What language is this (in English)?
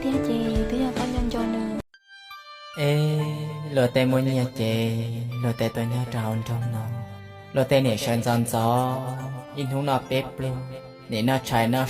Hmong